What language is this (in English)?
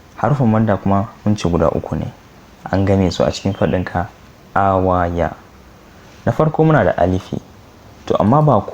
Hausa